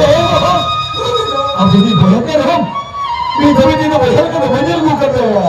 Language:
Santali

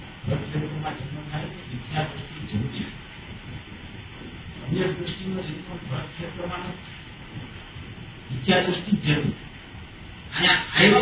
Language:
Gujarati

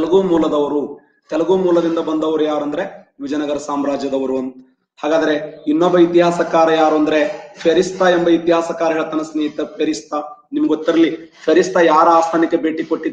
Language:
Kannada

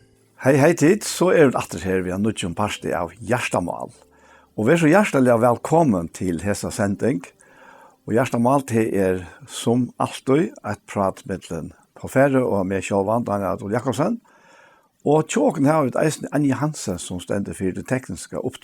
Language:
Faroese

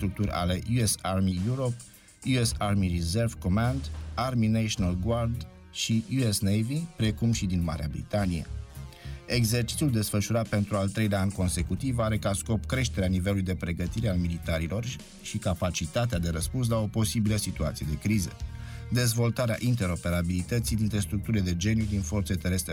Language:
Romanian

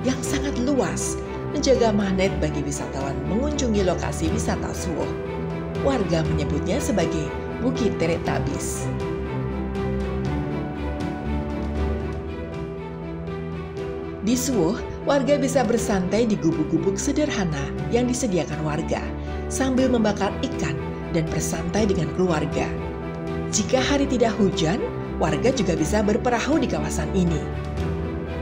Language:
Indonesian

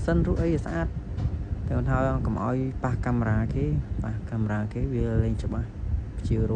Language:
Khmer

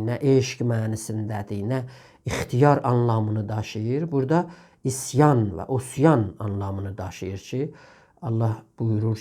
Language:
South Azerbaijani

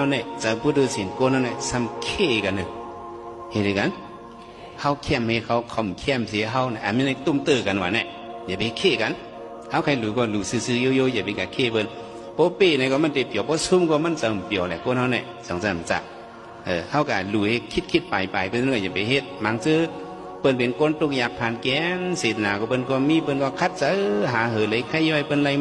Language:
Shan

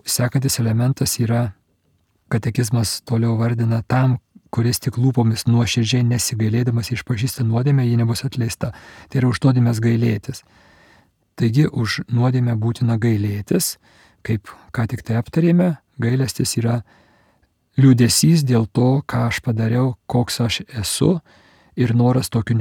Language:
Lithuanian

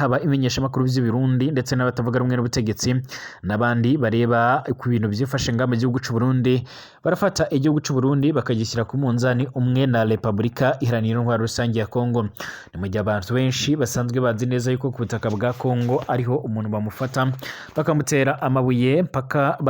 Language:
Rundi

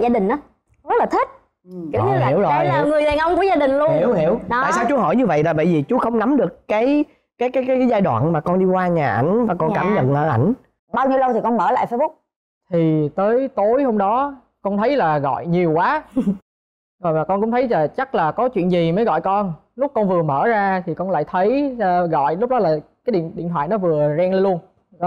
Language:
Vietnamese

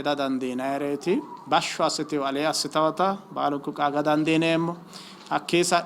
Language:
Sidamo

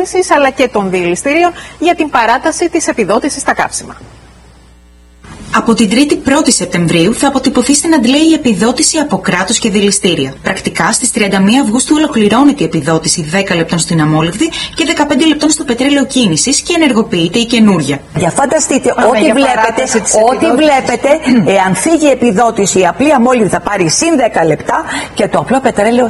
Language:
Greek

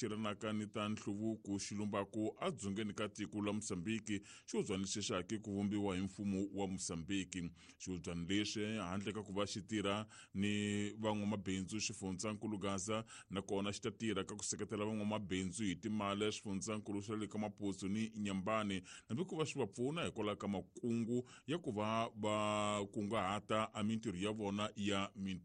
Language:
Tsonga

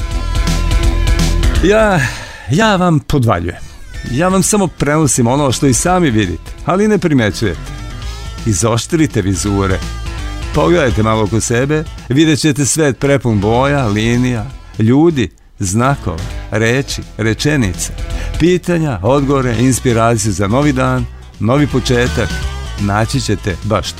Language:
Serbian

